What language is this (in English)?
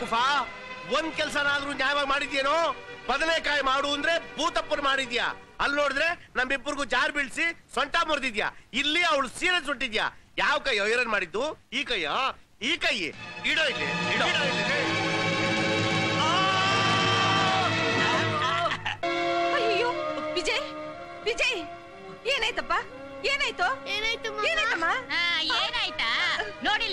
Kannada